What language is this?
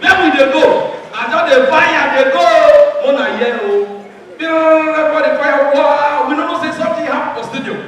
Nigerian Pidgin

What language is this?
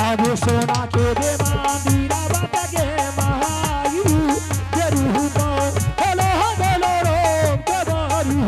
Angika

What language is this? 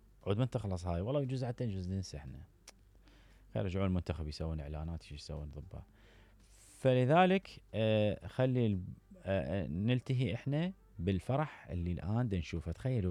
Mesopotamian Arabic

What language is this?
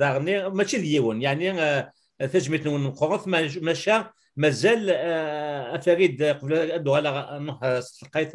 Kabyle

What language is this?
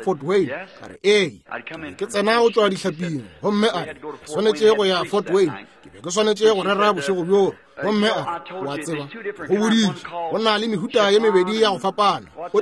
Northern Sotho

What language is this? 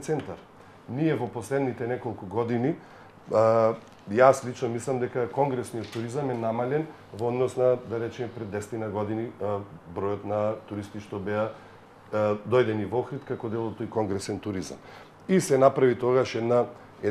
Macedonian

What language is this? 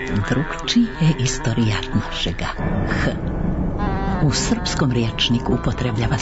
Serbian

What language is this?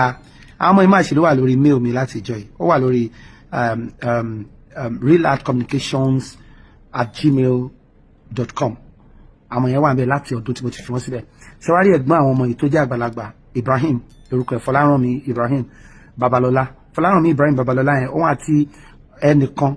Yoruba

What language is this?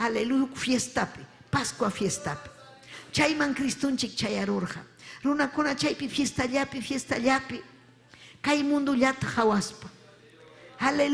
Ayacucho Quechua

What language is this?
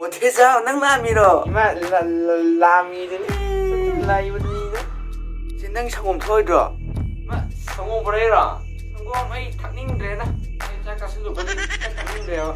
Manipuri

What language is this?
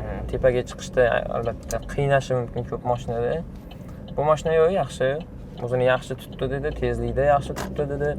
Uzbek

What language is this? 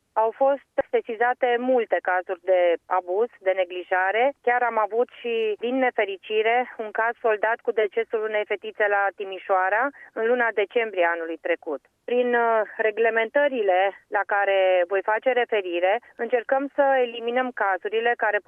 Romanian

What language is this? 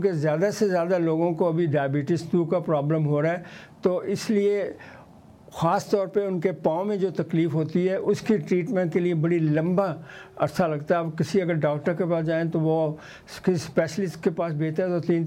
Urdu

